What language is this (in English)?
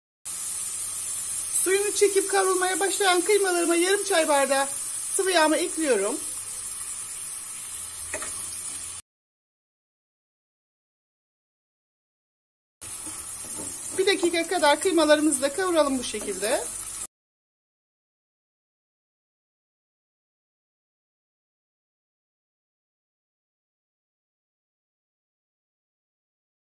Turkish